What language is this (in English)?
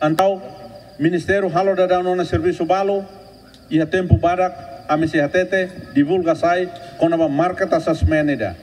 Tetum